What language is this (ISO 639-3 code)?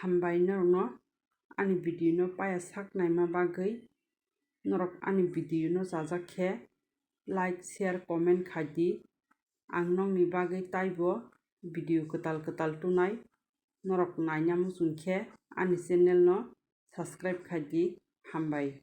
trp